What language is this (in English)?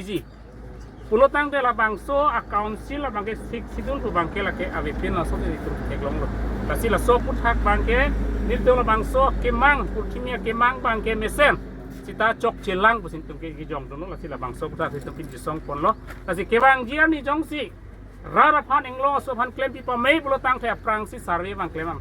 Karbi